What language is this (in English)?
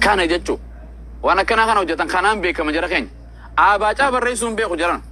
Oromo